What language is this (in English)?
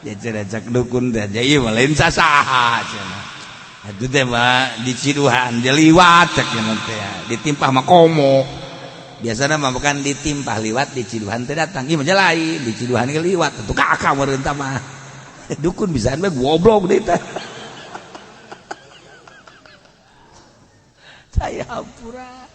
Sundanese